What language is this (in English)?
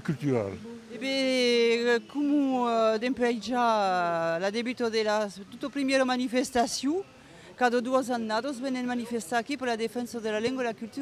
Occitan